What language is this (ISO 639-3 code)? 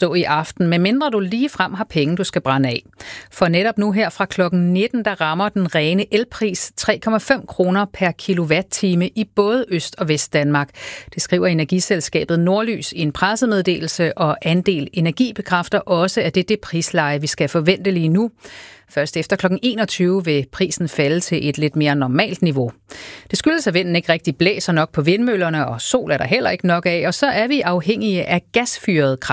dan